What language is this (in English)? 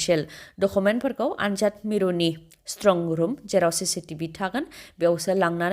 Bodo